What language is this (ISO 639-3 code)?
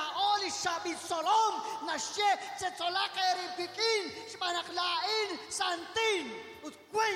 kek